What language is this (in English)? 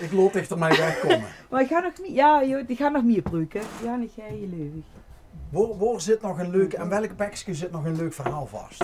Limburgish